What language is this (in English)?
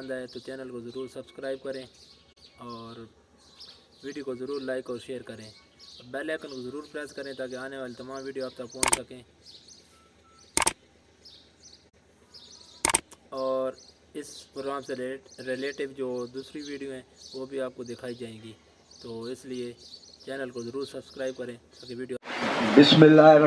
Urdu